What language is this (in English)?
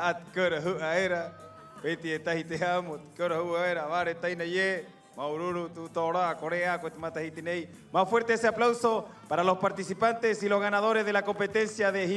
Rapanui